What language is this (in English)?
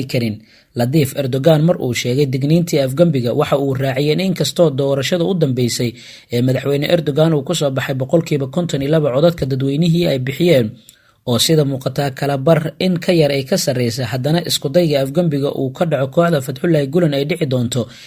Somali